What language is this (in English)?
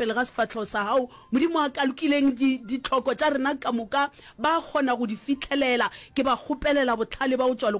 Northern Sotho